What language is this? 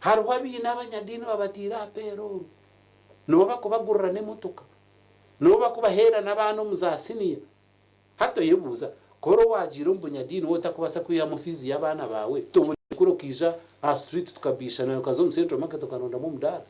Nyankole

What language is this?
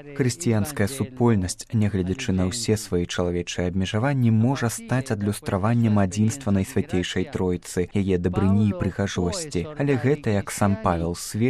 Belarusian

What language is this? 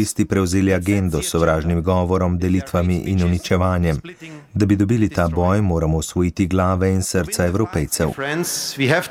Slovenian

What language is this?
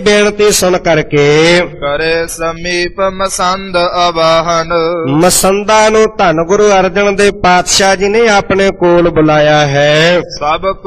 Punjabi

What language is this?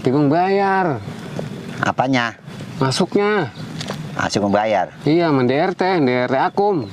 Betawi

